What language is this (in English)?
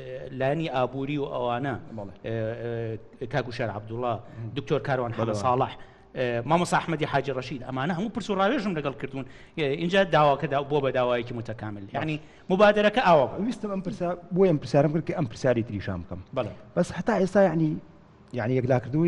Central Kurdish